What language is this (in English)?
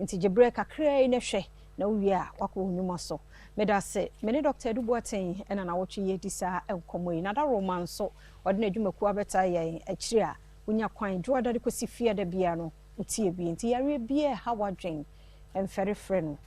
Akan